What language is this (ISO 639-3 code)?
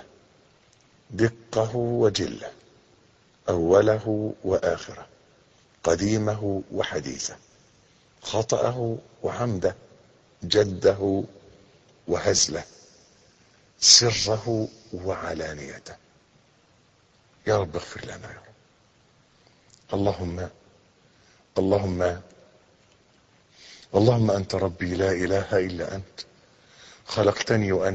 arz